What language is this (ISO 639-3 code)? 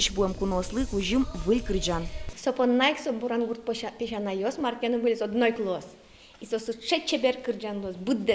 udm